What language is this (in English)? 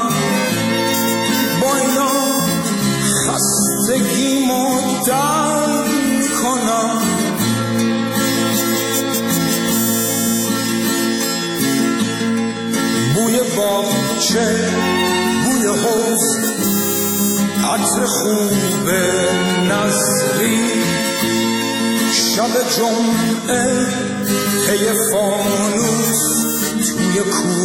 Persian